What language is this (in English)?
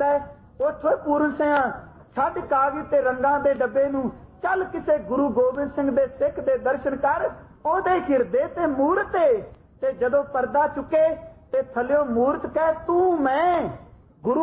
Punjabi